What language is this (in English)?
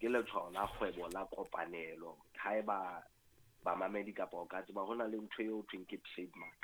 Southern Sotho